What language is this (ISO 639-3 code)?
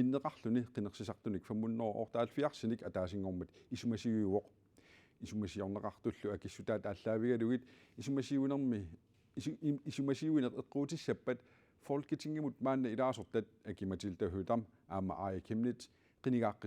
kal